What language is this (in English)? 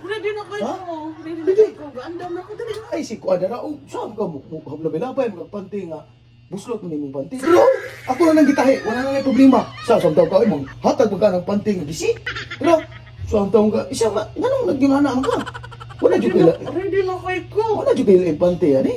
Cebuano